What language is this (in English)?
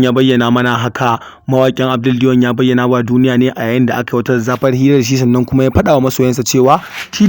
Hausa